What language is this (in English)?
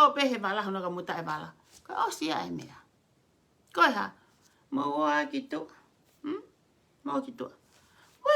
Tongan